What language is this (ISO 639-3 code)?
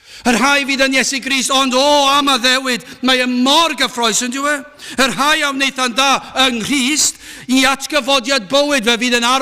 cym